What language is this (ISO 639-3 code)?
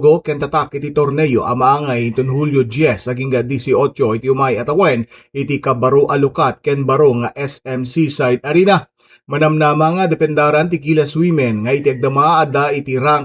ilo